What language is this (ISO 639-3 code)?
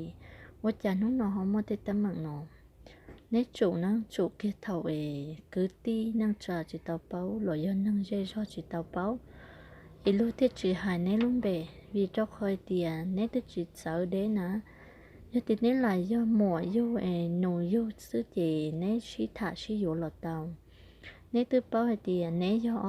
hmn